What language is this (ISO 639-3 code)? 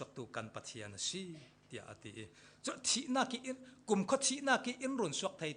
cfm